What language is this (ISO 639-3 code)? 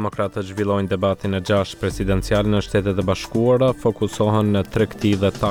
sqi